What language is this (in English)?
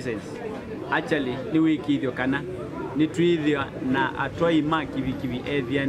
Kamba